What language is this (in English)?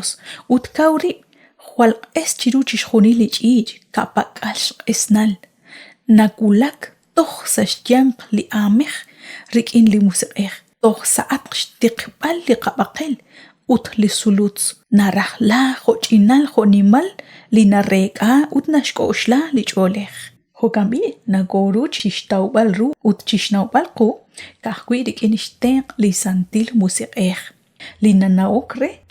Kekchí